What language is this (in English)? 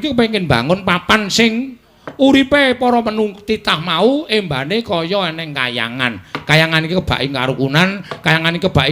Javanese